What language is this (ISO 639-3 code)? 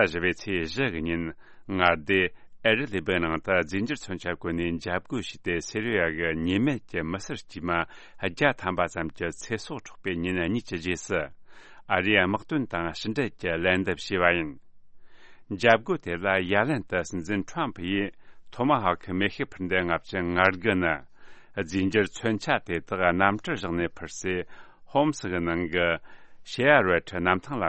bod